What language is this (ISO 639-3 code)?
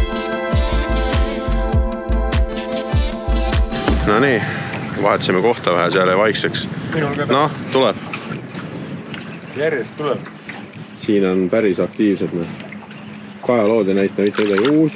est